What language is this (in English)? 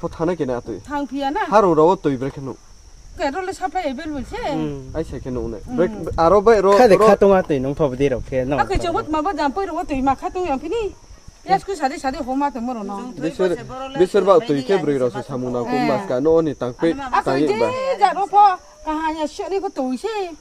Riang (India)